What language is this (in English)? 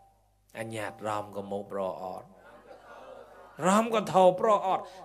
Mon